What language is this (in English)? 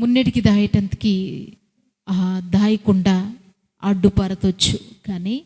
Koya